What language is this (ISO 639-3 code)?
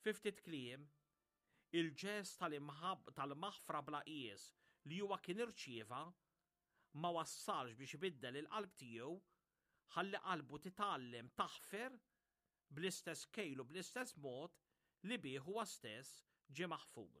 mlt